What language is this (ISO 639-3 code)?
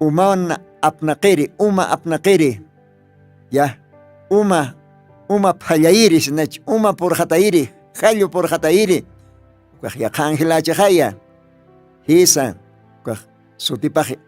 aym